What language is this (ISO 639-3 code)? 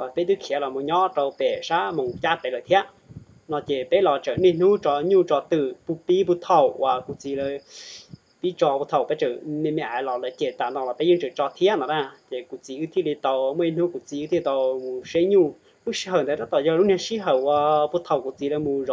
hmn